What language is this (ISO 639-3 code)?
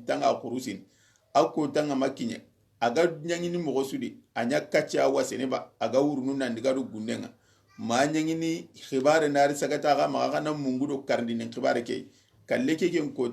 snk